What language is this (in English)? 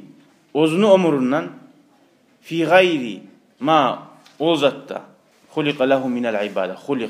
Kumyk